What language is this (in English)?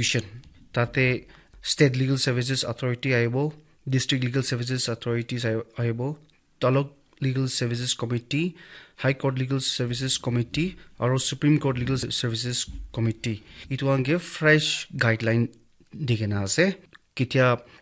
Naga Pidgin